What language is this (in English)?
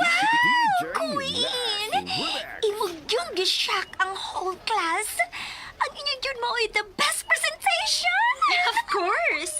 Cebuano